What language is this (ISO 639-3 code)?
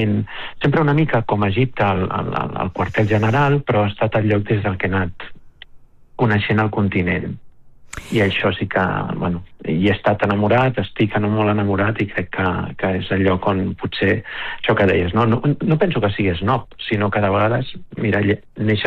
cat